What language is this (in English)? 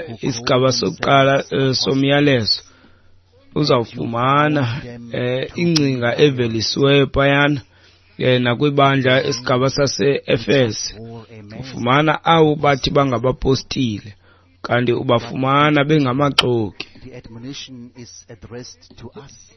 Xhosa